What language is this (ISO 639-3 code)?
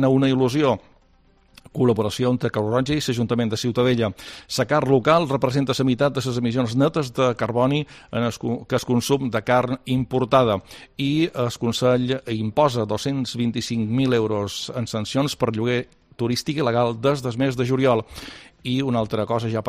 cat